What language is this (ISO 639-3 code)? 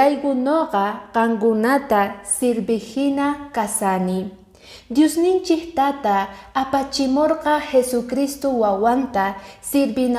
que